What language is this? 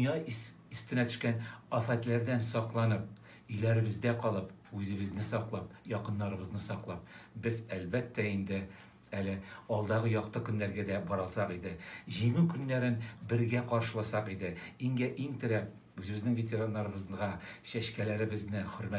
Tatar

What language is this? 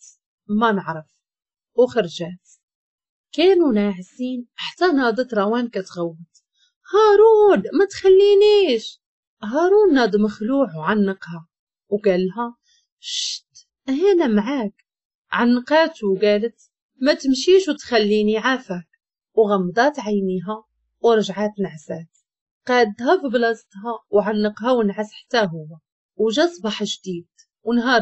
Moroccan Arabic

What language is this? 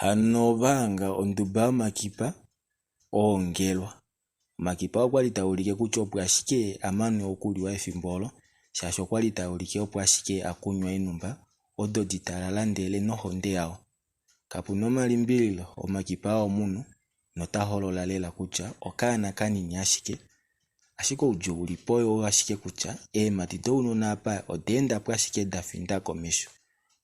Kuanyama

